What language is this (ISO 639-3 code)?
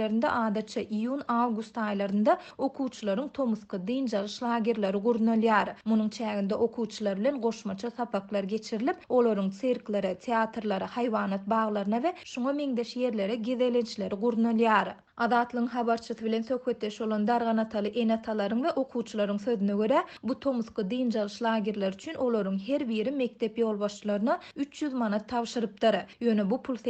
tuk